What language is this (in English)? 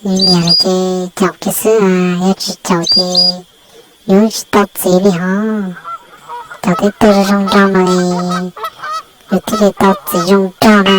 Hmong